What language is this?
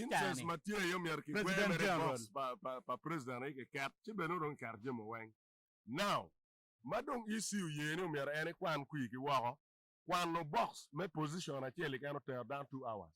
Acoli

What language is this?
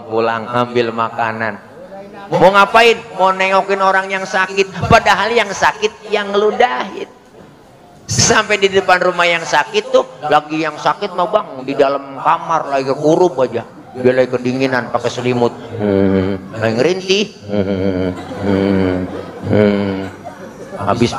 Betawi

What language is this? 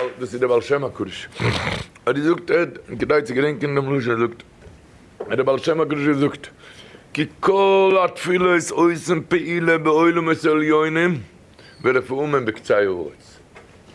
Yiddish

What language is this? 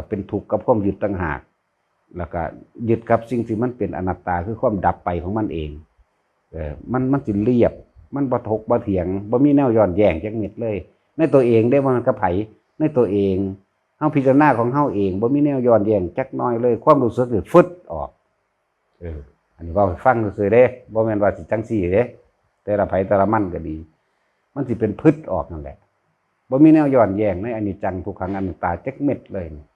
Lao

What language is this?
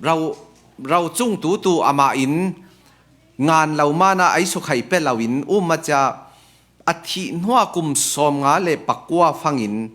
Falam Chin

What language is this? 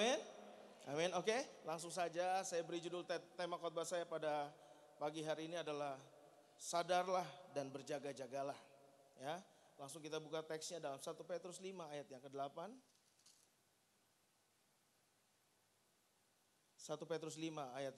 Indonesian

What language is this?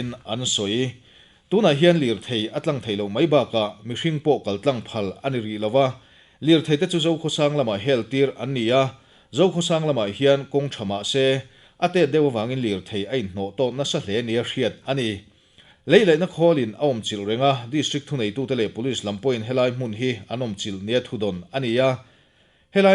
Mizo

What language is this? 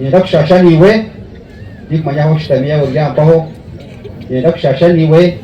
Nyankole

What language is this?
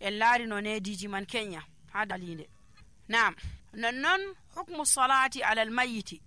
Nigerian Fulfulde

